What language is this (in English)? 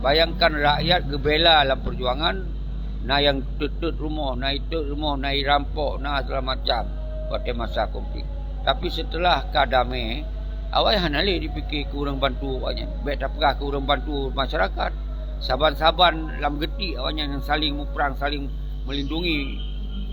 Achinese